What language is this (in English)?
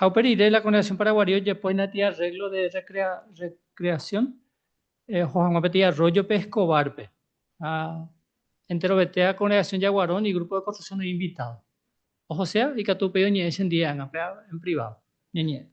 Guarani